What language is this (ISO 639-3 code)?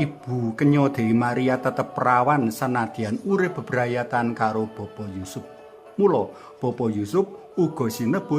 jav